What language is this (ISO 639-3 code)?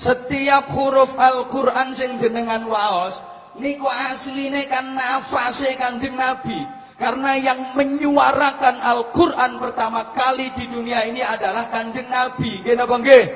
jav